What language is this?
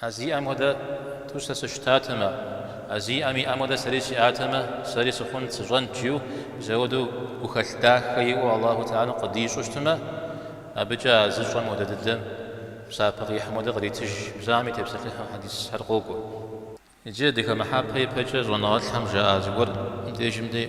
Kabardian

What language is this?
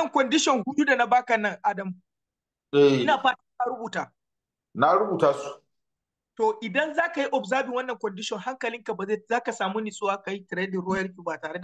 Hausa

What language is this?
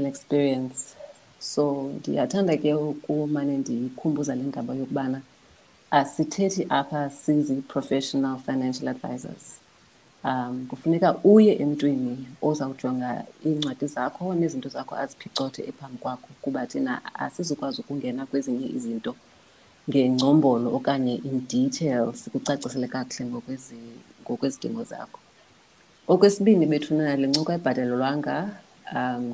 Xhosa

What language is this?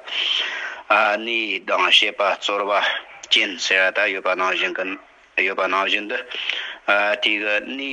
Tibetan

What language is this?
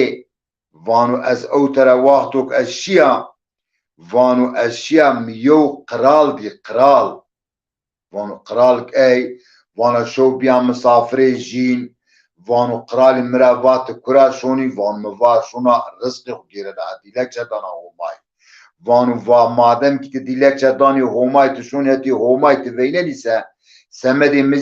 Zaza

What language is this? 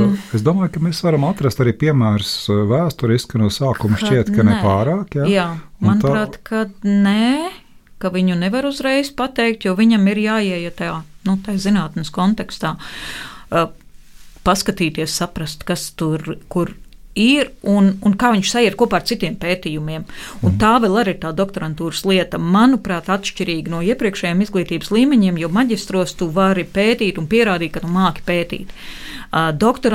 Latvian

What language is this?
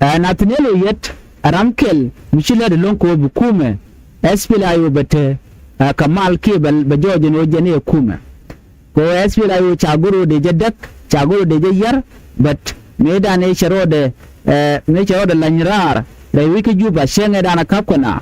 Nuer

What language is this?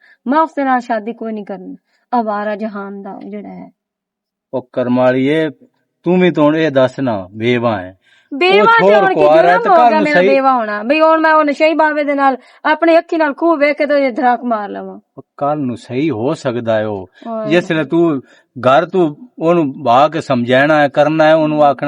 Western Panjabi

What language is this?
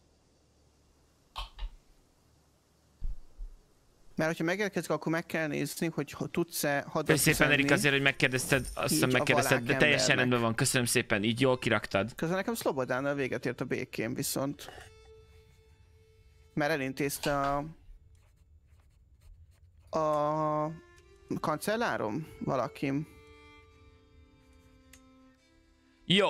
Hungarian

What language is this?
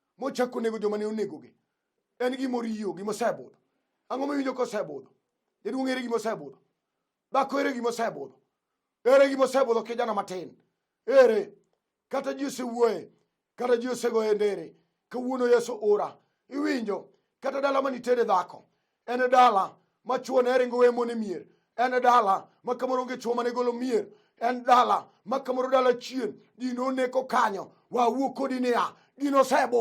Luo (Kenya and Tanzania)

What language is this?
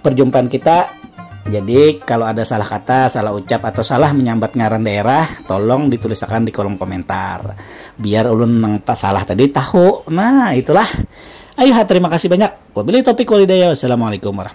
Banjar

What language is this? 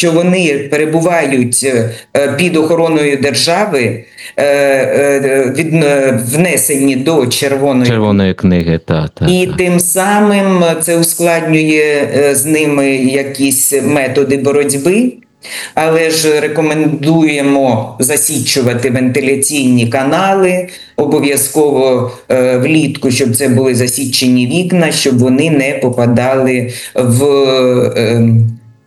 Ukrainian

